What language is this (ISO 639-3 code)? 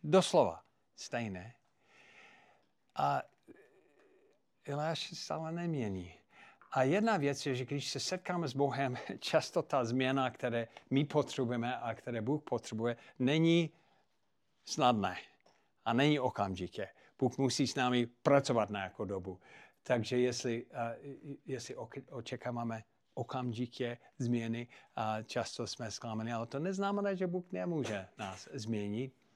ces